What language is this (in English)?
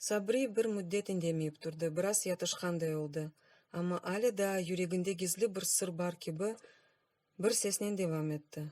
Crimean Tatar